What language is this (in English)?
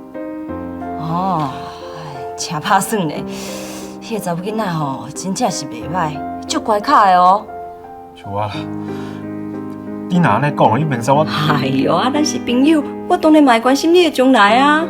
Min Nan Chinese